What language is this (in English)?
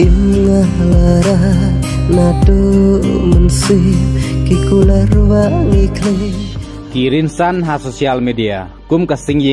Khasi